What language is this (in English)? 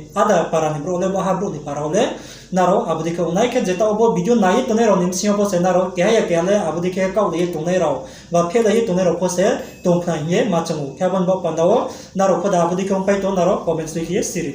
Riang (India)